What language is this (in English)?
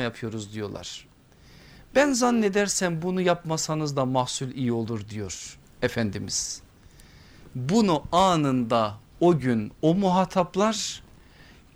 Turkish